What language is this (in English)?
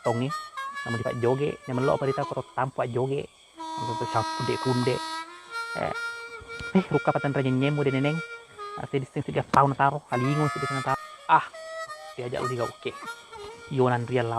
Buginese